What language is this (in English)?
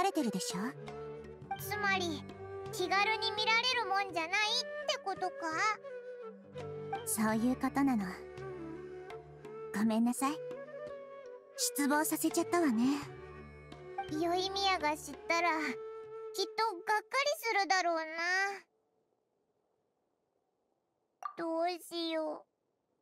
Japanese